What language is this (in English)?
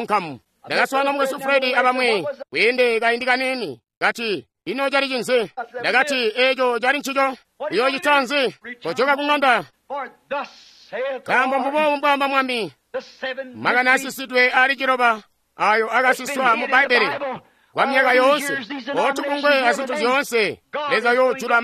Tonga (Zambia)